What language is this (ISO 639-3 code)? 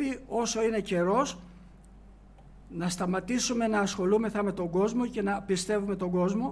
ell